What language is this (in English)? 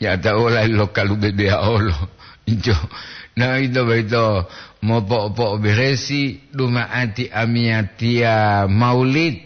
Gorontalo